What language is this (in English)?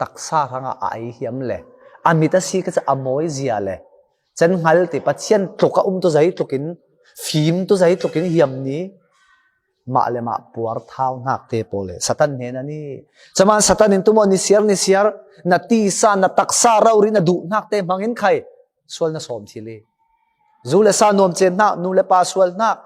Falam Chin